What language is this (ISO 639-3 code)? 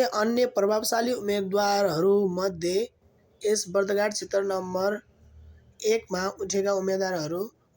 nep